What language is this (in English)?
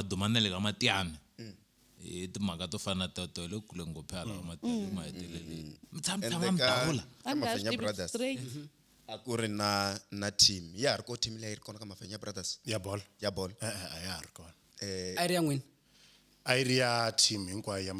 Tsonga